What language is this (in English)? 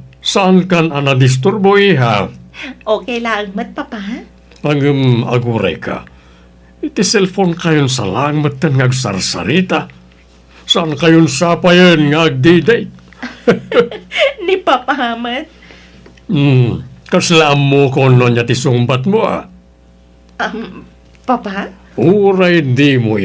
Iloko